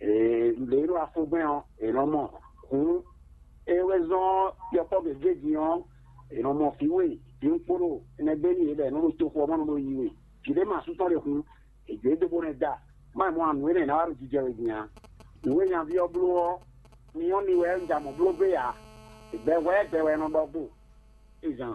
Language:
Fon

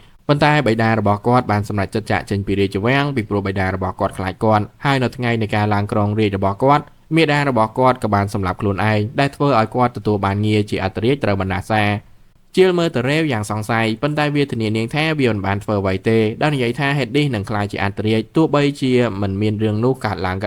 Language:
Khmer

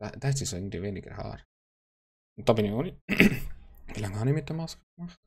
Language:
Swiss German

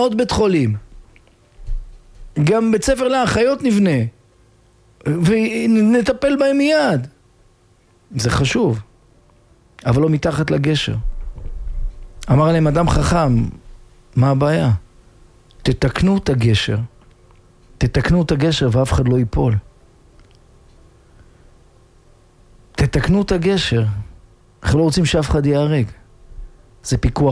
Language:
Hebrew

